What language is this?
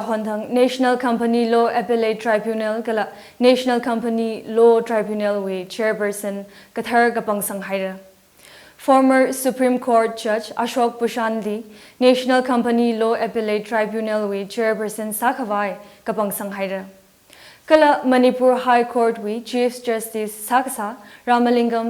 Tangkhul Naga (India)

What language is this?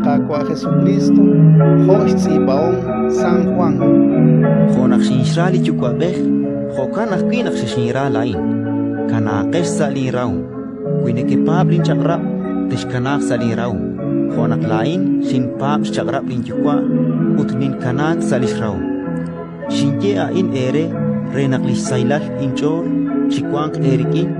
Kekchí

